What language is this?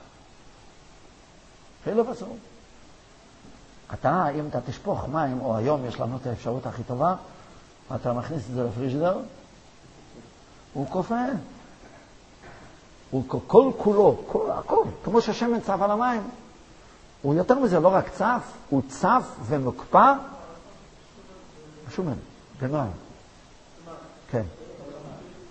Hebrew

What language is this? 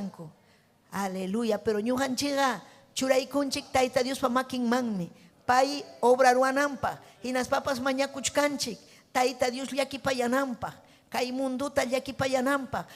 Ayacucho Quechua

